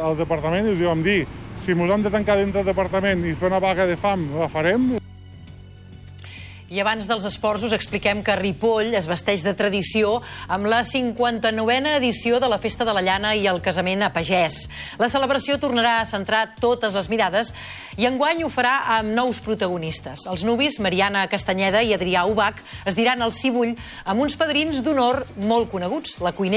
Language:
Catalan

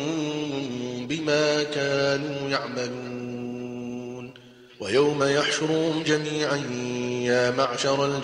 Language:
Arabic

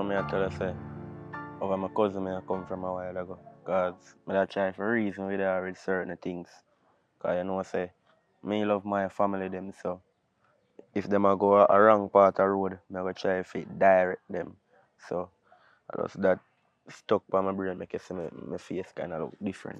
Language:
Jamaican Creole English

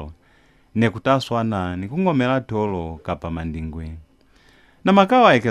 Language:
Lozi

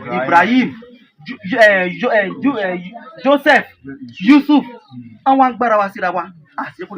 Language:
Yoruba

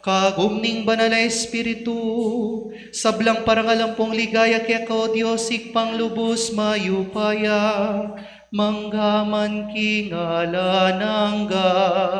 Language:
Pampanga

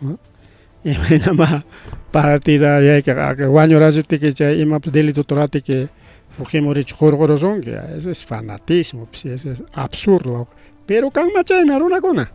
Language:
Ayacucho Quechua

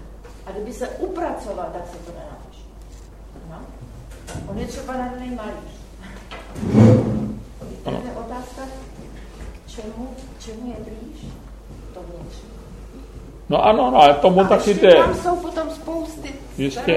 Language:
Czech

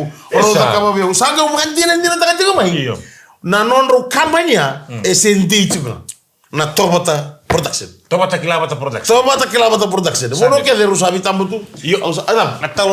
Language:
Fijian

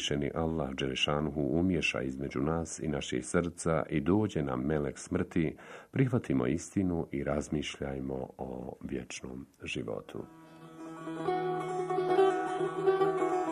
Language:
Bosnian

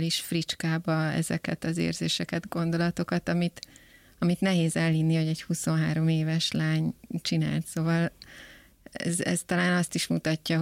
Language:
Hungarian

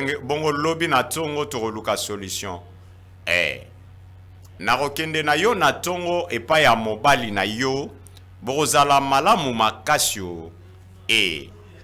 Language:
Lingala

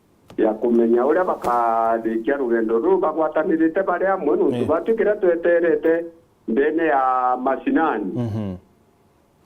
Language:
Meru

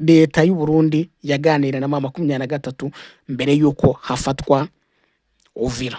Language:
Kinyarwanda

